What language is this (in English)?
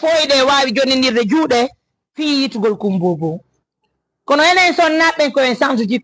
Fula